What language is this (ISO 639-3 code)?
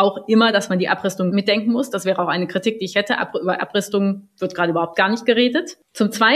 deu